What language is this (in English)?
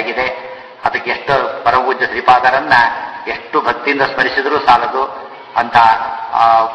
Kannada